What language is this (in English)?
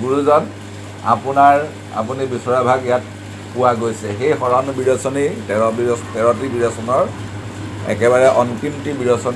Assamese